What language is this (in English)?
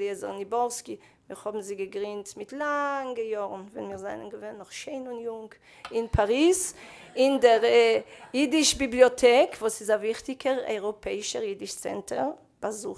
Yiddish